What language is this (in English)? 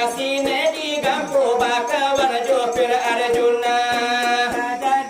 Minangkabau